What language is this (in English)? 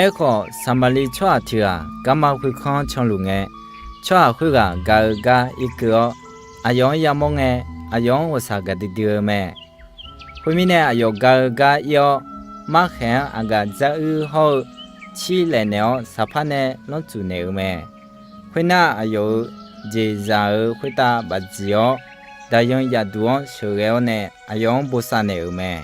Akha